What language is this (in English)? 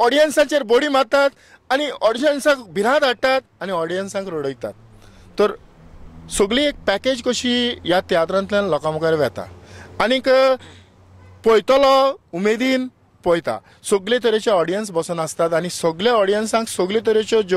Konkani